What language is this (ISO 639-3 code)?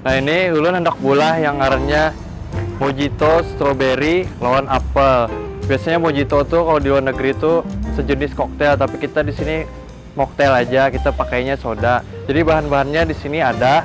bjn